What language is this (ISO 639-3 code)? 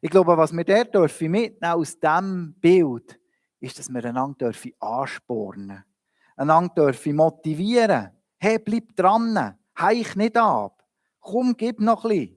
gsw